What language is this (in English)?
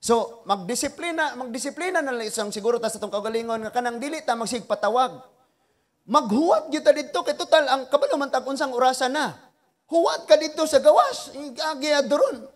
Cebuano